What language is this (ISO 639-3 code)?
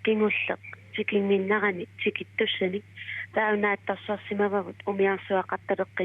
kal